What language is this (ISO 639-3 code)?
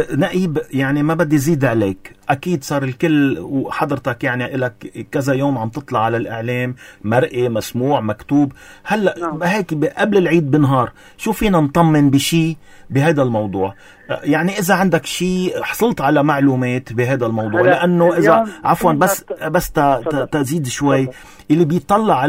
apc